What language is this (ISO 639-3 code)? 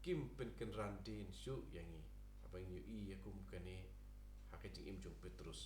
kha